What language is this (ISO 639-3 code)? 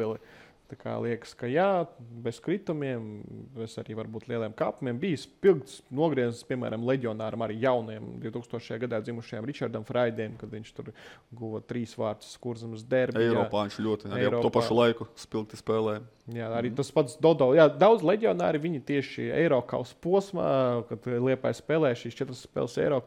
lav